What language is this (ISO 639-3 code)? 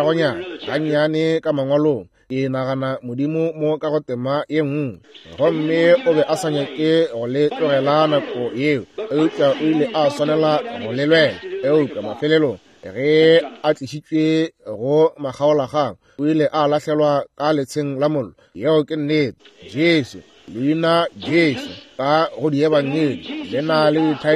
nso